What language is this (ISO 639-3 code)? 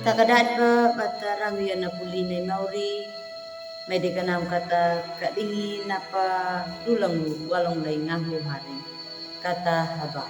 akg